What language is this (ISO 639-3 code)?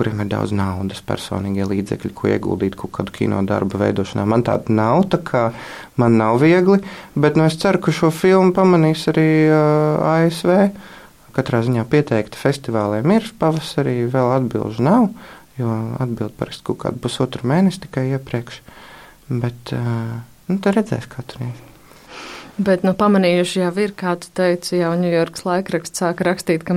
lav